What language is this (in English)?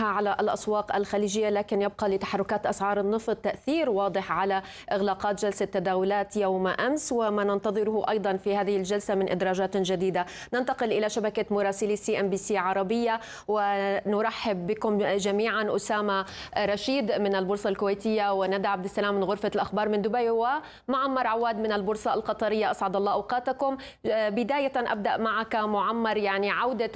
Arabic